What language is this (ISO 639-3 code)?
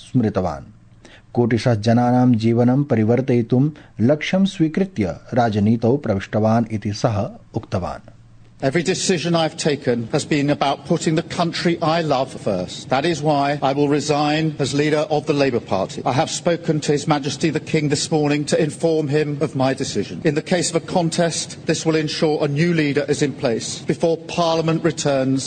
san